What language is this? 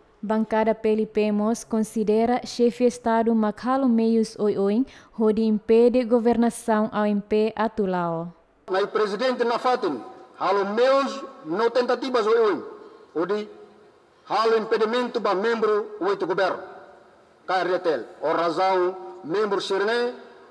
Tetum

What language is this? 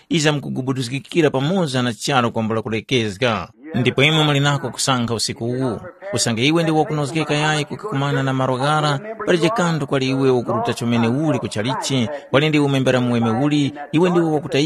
Tumbuka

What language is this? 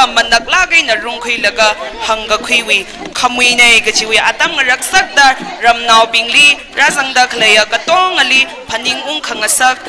Tangkhul Naga (India)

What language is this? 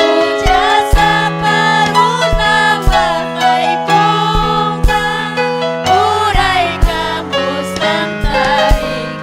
Ayacucho Quechua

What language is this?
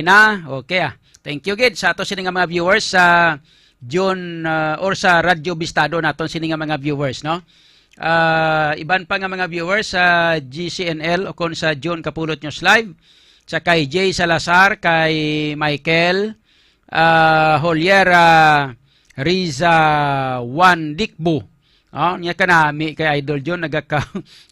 Hiligaynon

